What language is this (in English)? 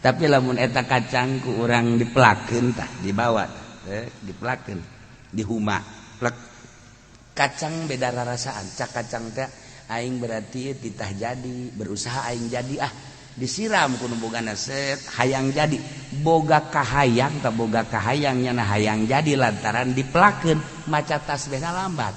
Sundanese